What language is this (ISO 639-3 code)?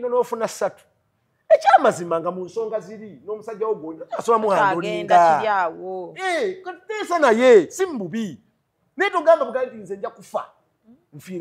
lug